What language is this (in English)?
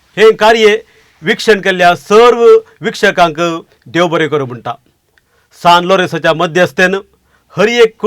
Konkani